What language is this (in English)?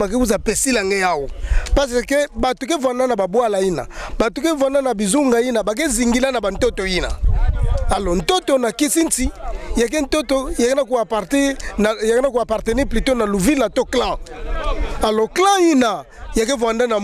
Kituba (Democratic Republic of Congo)